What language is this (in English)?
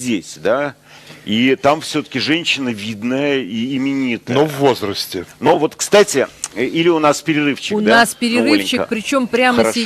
Russian